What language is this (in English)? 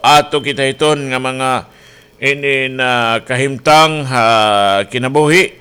Waray